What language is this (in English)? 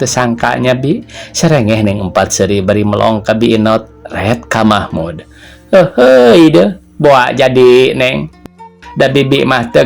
Sundanese